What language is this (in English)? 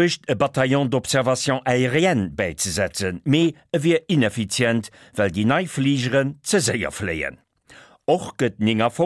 Luxembourgish